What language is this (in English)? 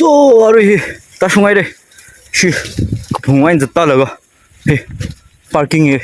Tangkhul Naga (India)